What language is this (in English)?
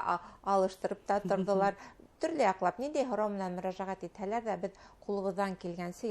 Bashkir